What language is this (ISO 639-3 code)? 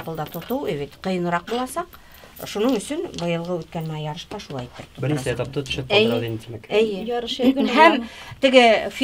bak